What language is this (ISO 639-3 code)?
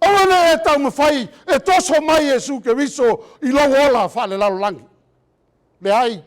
smo